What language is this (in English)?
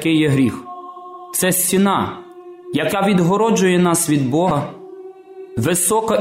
Ukrainian